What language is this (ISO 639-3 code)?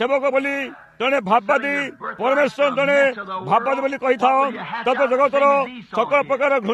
ori